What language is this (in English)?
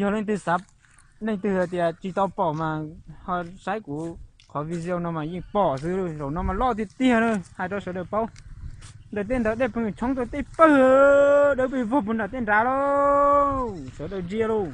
Hmong